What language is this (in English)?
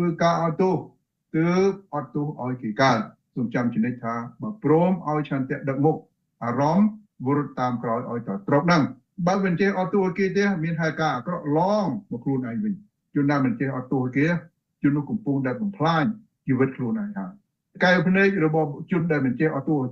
Khmer